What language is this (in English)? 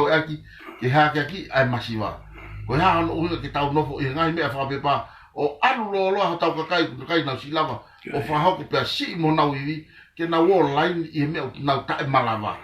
Tongan